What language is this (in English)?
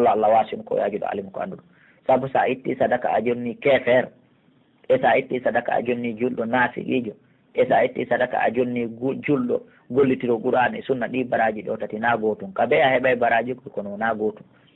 Pular